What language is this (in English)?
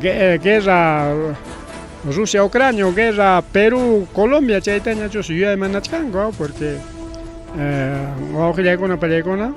Ayacucho Quechua